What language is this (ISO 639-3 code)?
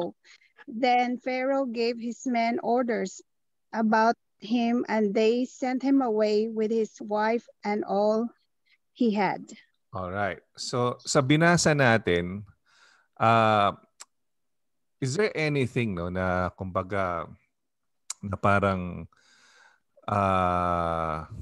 fil